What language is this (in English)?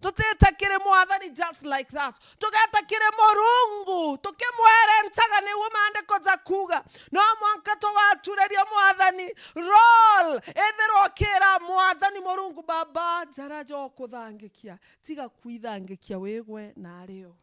Meru